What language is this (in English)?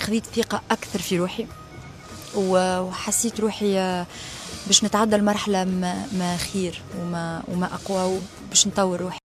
Tunisian Arabic